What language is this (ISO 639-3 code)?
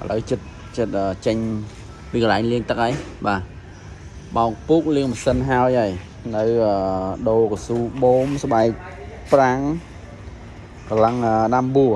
khm